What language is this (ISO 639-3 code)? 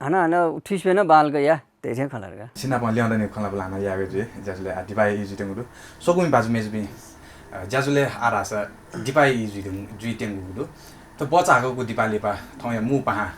new